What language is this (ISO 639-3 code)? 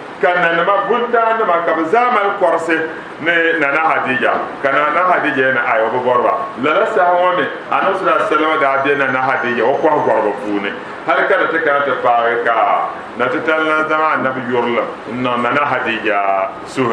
dag